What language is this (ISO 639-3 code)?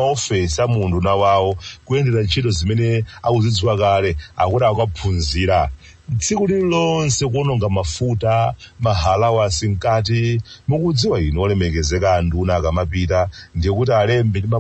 nya